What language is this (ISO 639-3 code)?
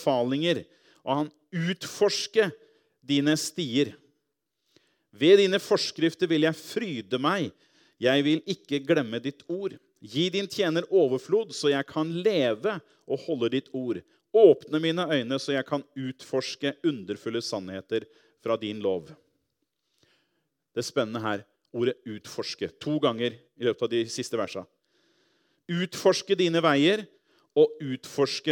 nor